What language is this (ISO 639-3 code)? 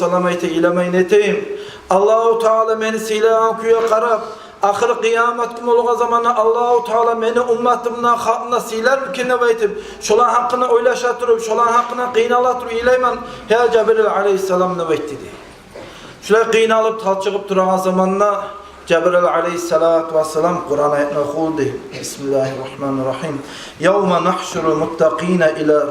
kum